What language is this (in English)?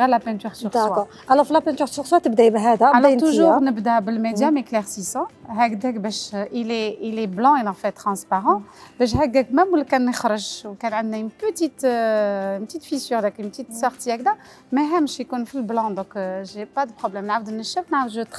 Algerian Arabic